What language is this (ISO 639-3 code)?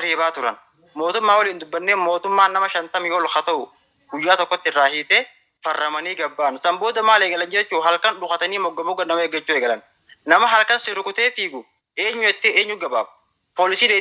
orm